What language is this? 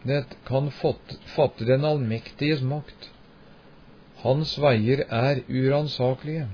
Norwegian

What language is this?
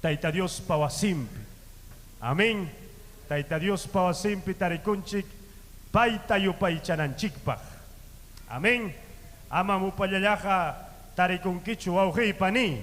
Ayacucho Quechua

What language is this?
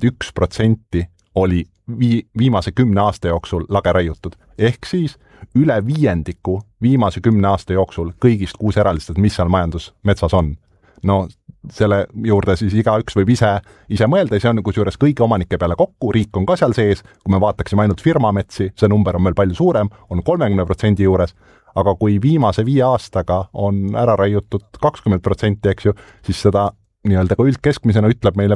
Estonian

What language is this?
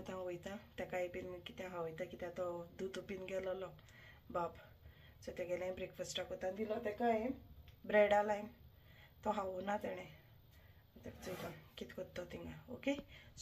Konkani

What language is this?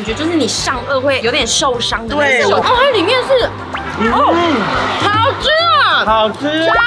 Chinese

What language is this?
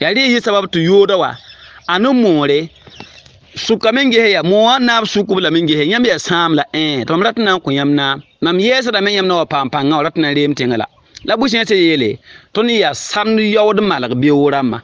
Mossi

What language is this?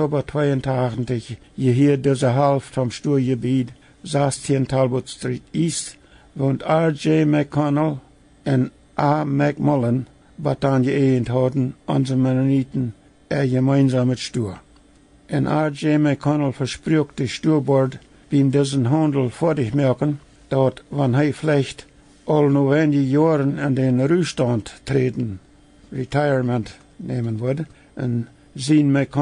Plautdietsch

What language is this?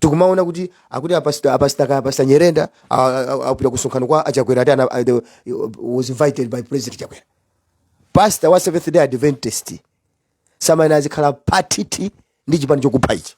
Nyanja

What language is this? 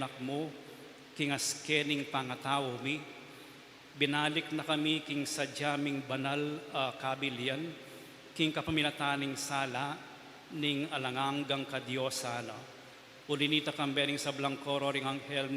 Pampanga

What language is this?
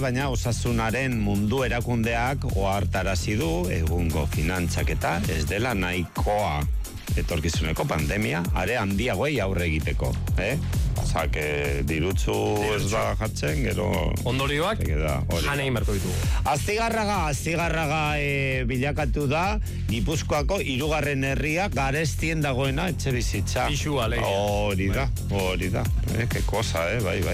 Basque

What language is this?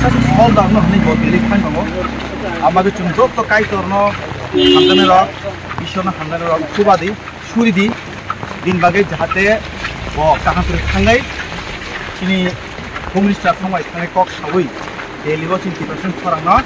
Kok Borok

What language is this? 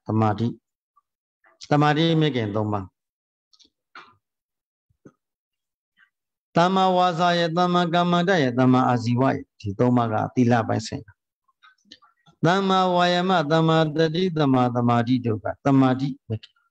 Burmese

